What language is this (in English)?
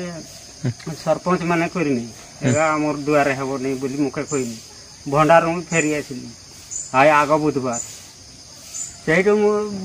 Odia